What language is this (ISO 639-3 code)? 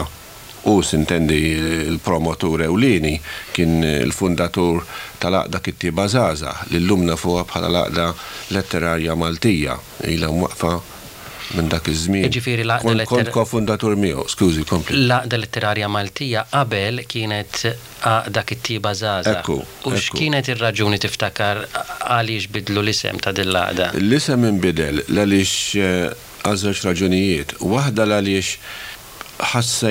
mlt